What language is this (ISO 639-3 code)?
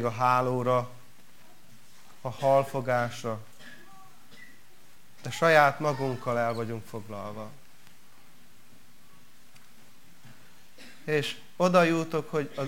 hun